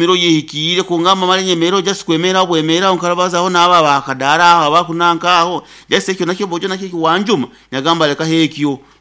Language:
Nyoro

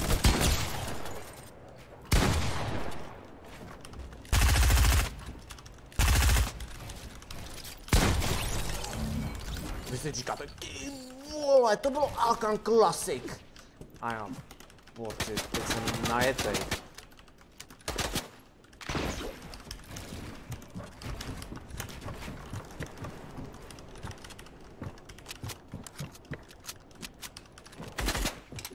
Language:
Czech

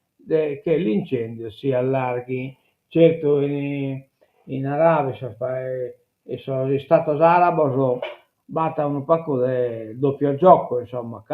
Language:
Sardinian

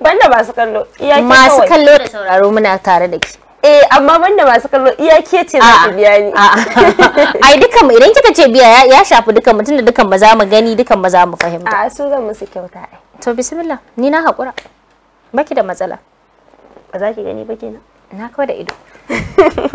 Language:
Hausa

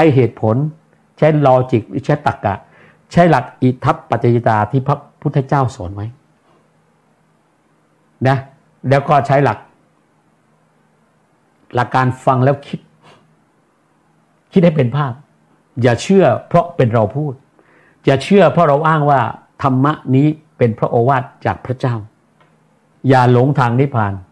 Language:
Thai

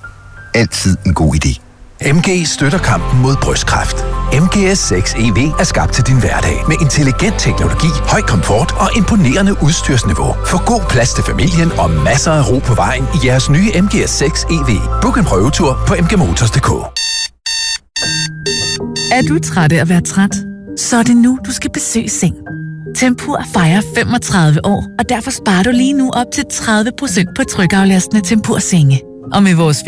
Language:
Danish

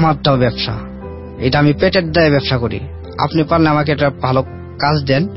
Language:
Bangla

